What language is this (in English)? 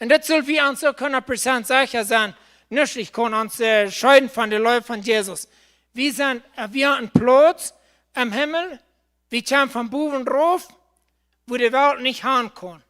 Plautdietsch